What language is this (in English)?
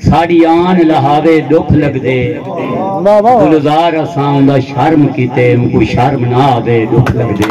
Saraiki